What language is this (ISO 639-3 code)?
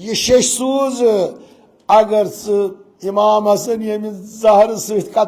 kas